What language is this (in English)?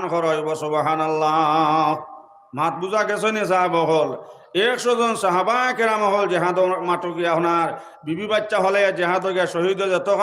Sylheti